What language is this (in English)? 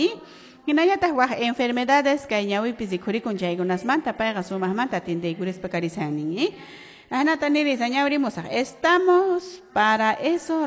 Quechua